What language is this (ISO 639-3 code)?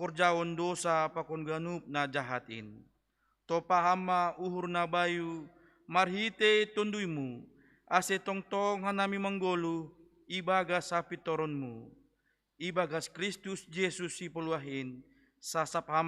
bts